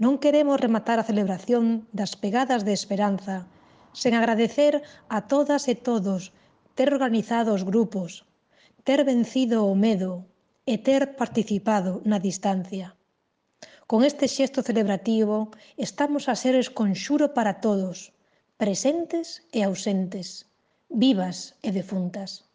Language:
Galician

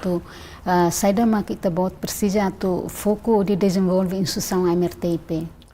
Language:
Tetum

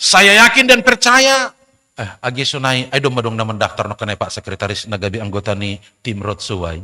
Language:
Batak Simalungun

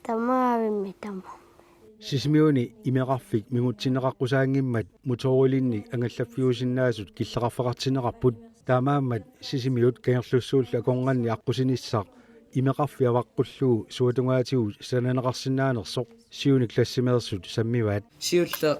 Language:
Kalaallisut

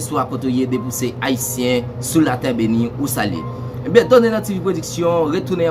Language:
Haitian Creole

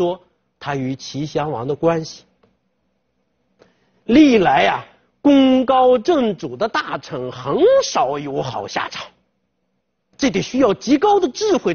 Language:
Chinese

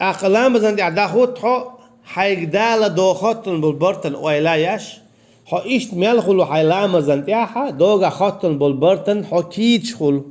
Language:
Chechen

